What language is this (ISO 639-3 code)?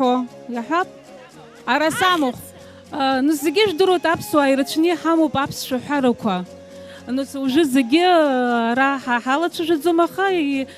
abk